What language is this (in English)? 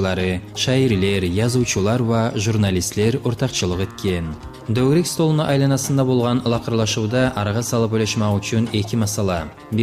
Kumyk